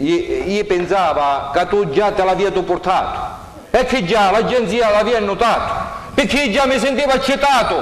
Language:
Sicilian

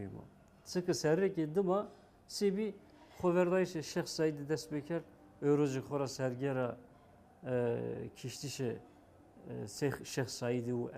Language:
Zaza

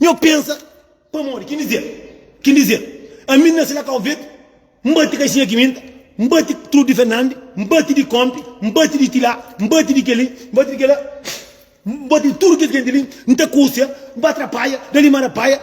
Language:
Kabuverdianu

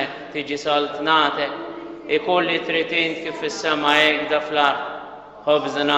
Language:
Maltese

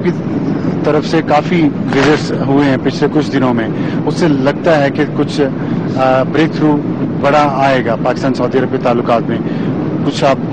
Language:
Urdu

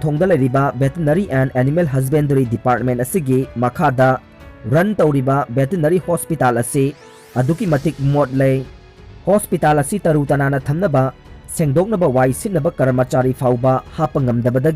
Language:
Manipuri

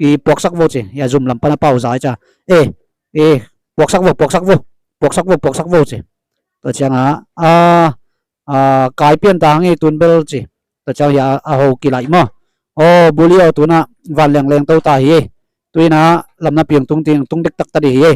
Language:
Tedim Chin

